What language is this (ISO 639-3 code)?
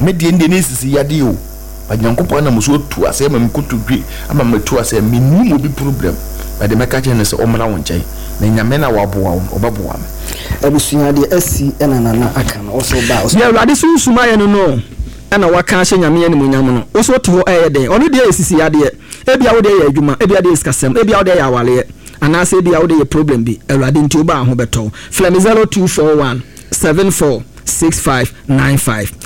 aka